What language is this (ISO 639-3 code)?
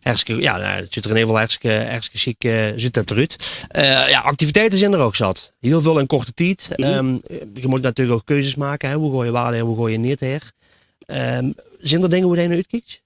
lim